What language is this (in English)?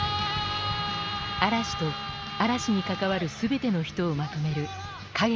Japanese